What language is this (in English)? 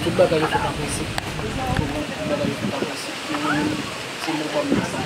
Haitian Creole